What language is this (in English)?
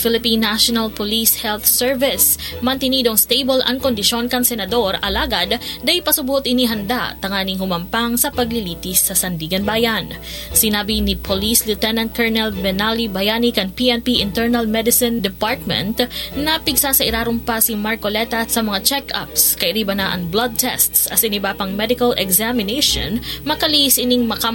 Bikol